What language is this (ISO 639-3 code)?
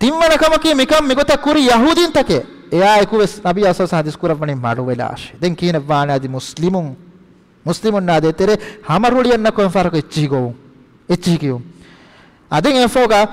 div